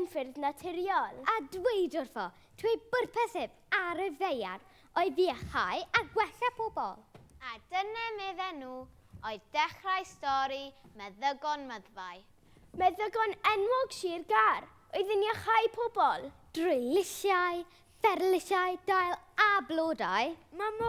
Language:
Welsh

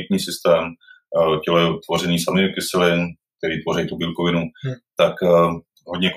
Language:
Czech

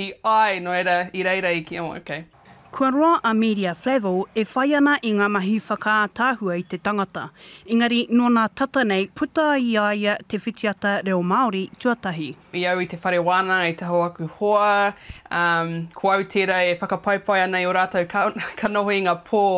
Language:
Māori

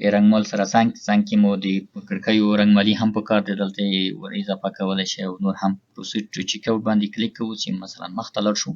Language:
Pashto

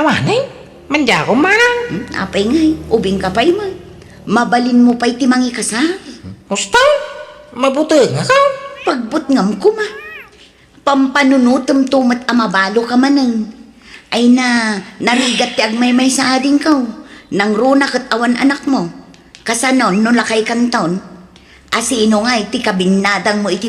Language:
Iloko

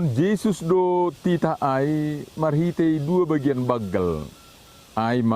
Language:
Batak Simalungun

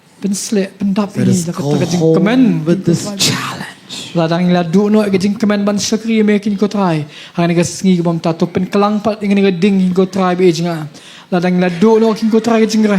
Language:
Khasi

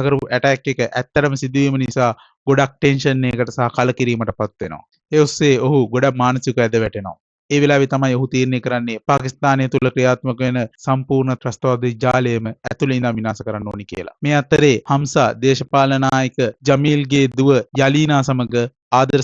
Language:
Sinhala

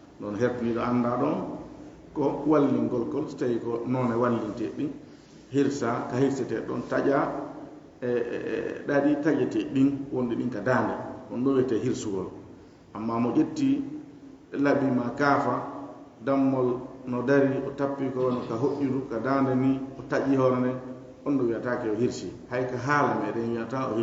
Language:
Fula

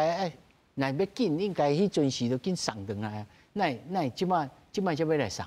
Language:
Min Nan Chinese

